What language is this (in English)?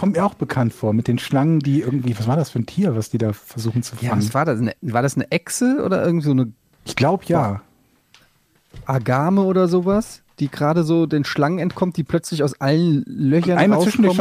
German